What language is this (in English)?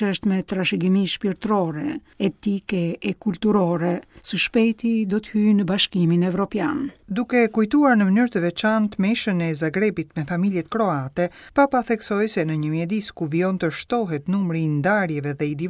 Albanian